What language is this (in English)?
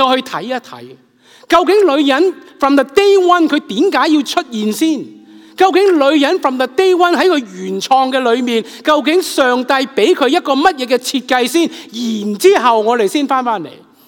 Cantonese